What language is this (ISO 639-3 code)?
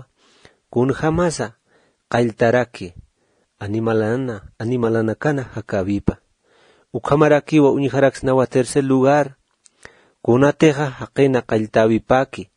aym